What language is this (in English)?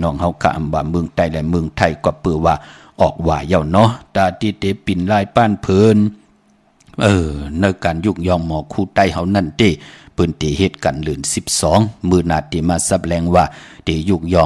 Shan